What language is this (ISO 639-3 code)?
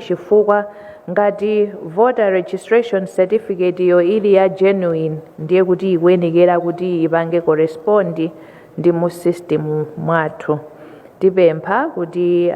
nya